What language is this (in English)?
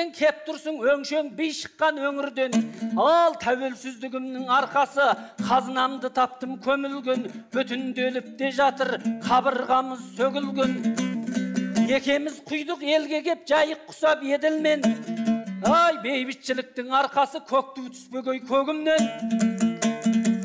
Kazakh